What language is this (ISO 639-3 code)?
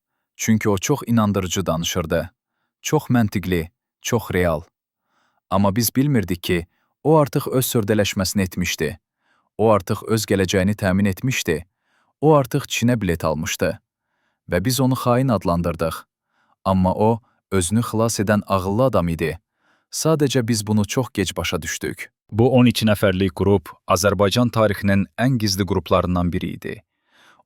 aze